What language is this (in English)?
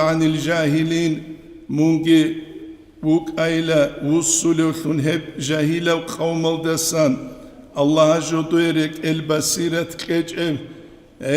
Avaric